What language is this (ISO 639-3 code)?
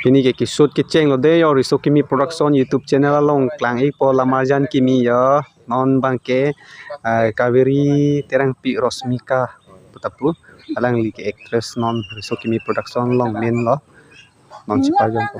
mjw